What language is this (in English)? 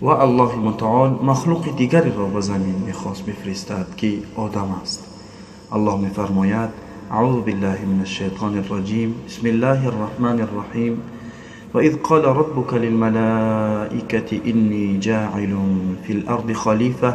Tajik